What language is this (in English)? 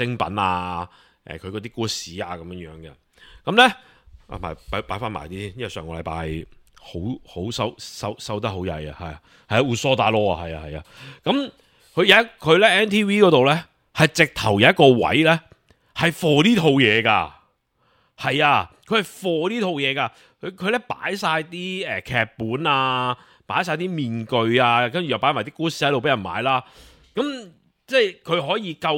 Cantonese